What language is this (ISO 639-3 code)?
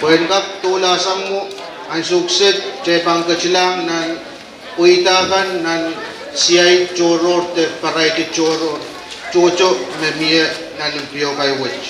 pon